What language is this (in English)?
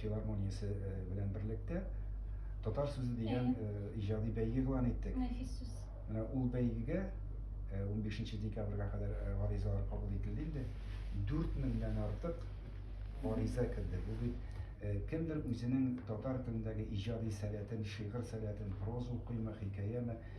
Tatar